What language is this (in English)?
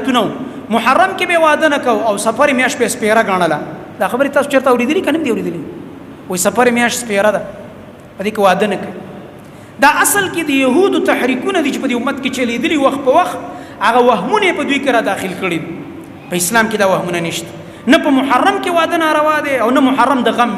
Pashto